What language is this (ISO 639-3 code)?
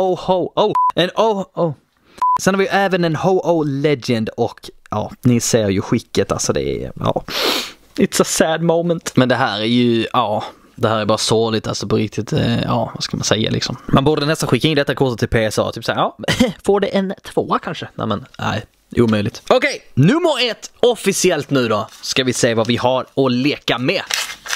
swe